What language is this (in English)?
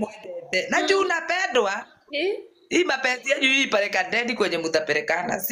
Kikuyu